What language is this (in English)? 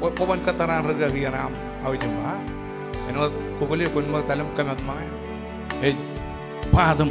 Marshallese